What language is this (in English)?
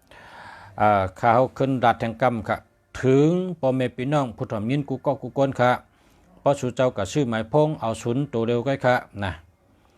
Shan